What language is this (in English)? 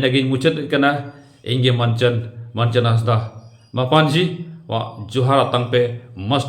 Santali